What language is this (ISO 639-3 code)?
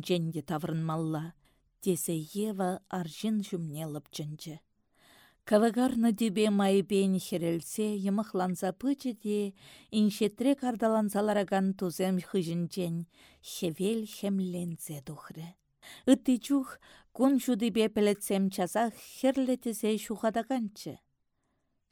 chv